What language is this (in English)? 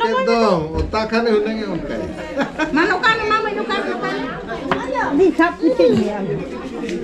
Santali